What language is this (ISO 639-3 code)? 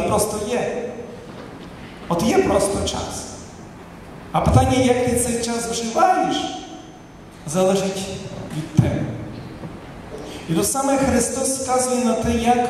ukr